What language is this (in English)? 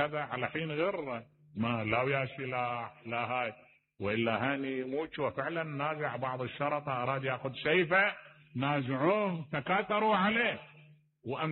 Mesopotamian Arabic